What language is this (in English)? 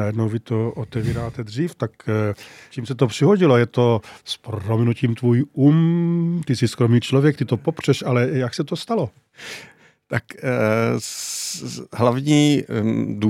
Czech